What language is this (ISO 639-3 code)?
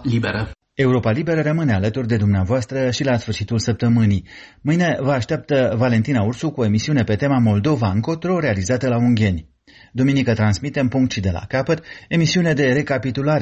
ron